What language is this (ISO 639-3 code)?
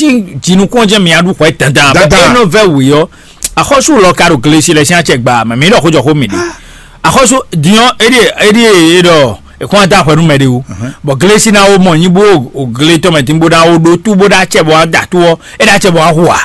fon